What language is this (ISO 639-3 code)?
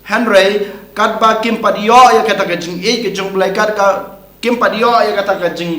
kha